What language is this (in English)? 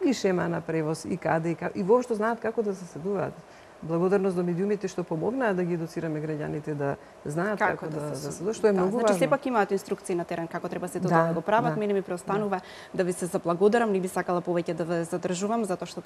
Macedonian